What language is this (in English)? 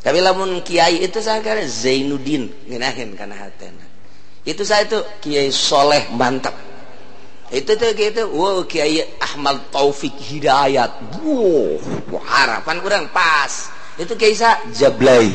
Sundanese